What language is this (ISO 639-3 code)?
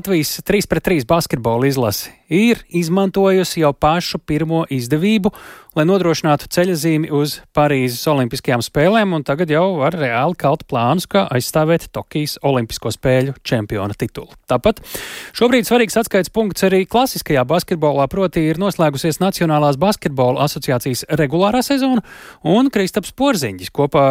lav